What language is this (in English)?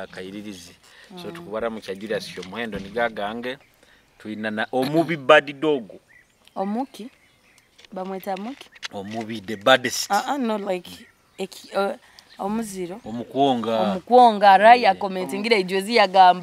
Nyoro